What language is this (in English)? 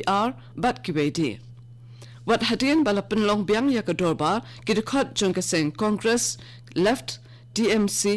Khasi